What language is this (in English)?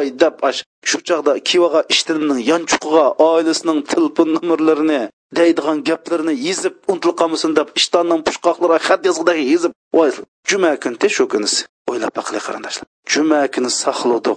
Uyghur